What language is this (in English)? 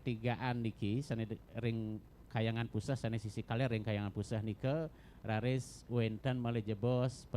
Balinese